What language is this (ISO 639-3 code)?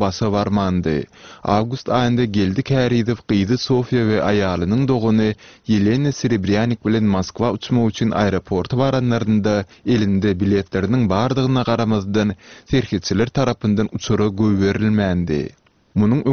tuk